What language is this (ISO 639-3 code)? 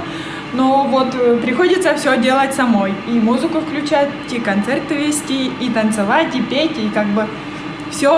kom